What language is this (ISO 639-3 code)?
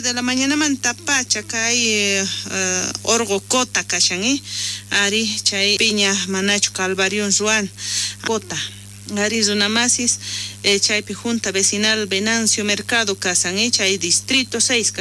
quh